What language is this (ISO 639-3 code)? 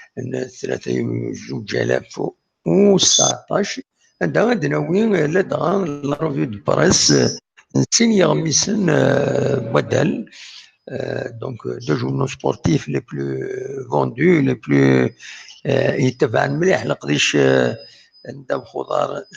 kab